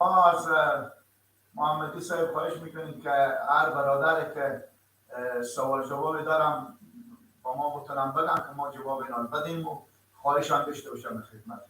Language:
Persian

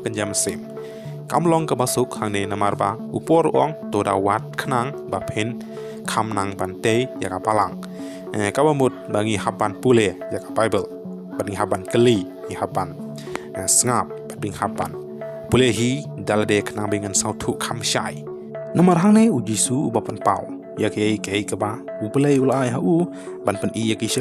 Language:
Khasi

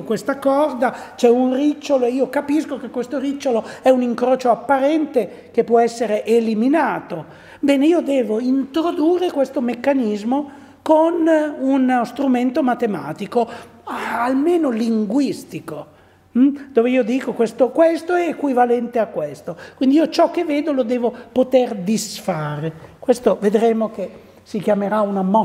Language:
Italian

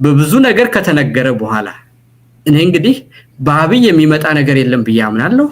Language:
Amharic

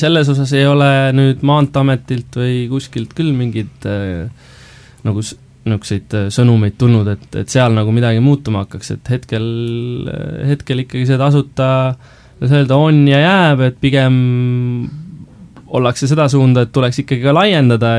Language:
Estonian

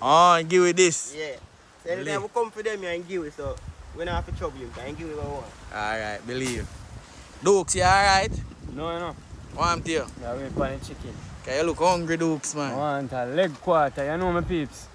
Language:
Jamaican Creole English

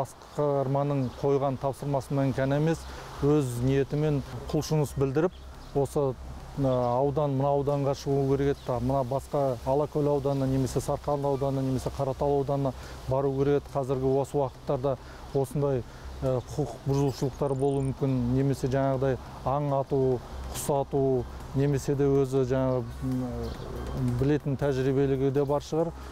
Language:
Kazakh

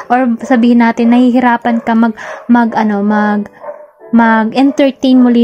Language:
Filipino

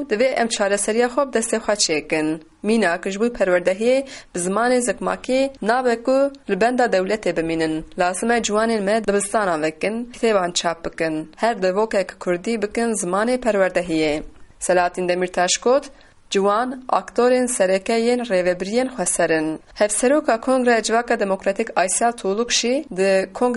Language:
Kurdish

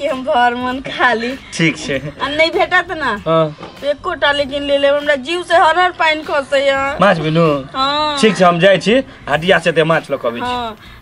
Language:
Maithili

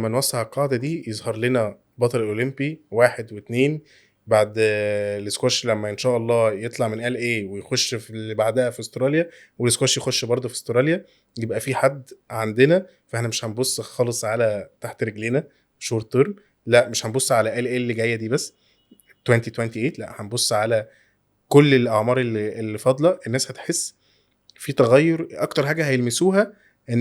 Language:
Egyptian Arabic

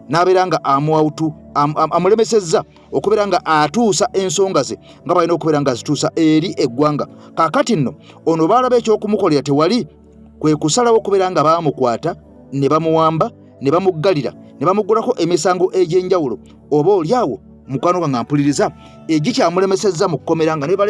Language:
Ganda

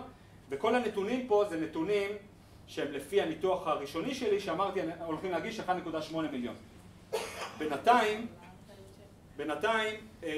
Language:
Hebrew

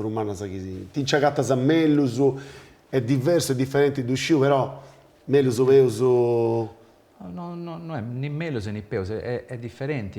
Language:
Sardinian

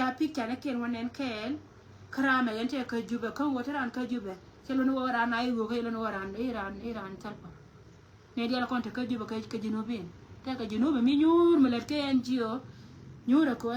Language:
Nuer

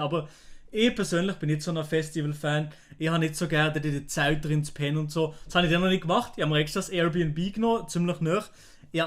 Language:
Swiss German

